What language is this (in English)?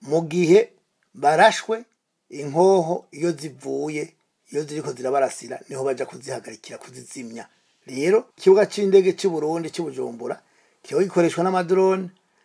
Rundi